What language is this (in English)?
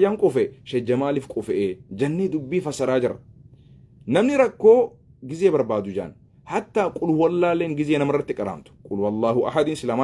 Oromo